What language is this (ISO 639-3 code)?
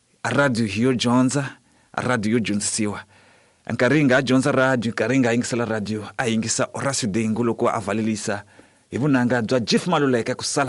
tso